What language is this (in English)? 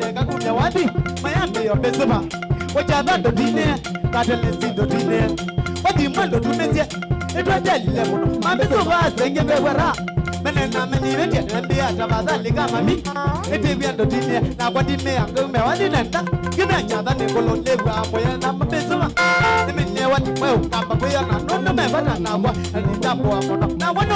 Kamba